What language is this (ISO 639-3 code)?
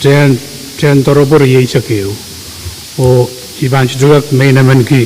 pon